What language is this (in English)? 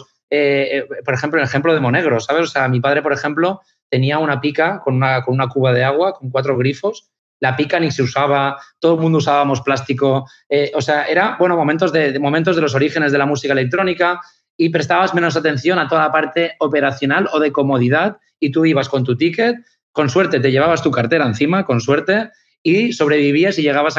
Spanish